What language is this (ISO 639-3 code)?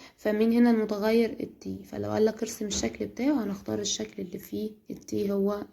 arz